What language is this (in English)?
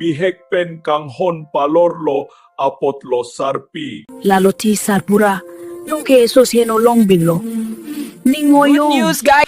Karbi